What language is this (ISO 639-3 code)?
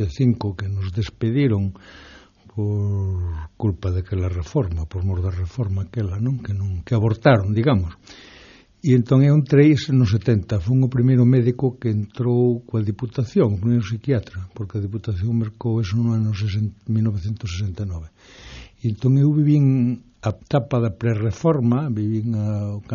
glg